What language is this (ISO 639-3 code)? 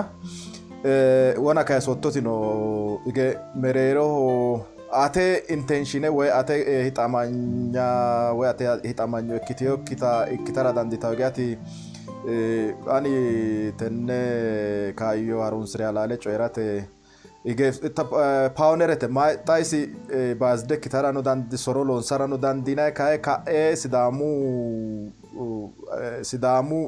sid